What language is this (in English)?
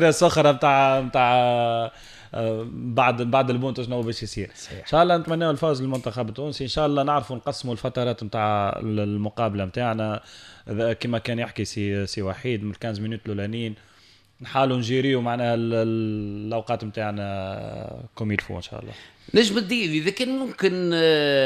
Tunisian Arabic